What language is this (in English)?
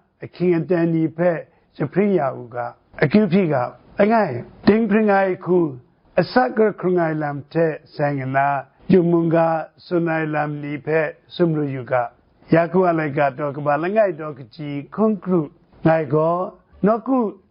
Kachin